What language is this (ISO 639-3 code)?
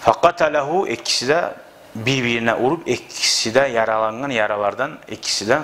kum